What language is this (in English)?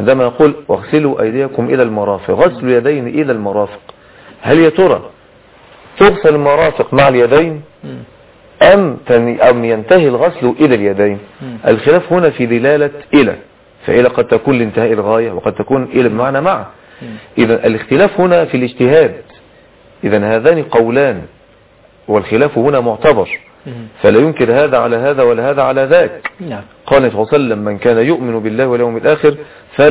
Arabic